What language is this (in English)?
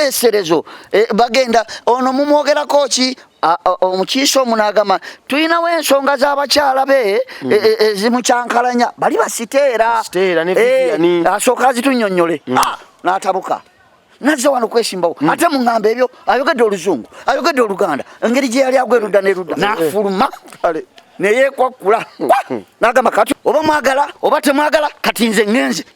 Ganda